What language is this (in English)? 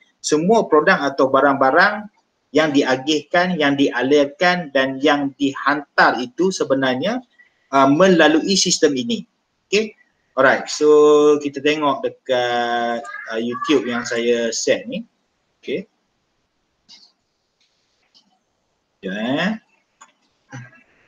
Malay